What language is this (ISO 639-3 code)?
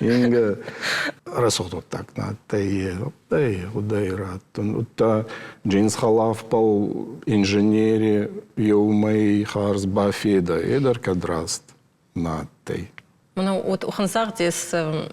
oss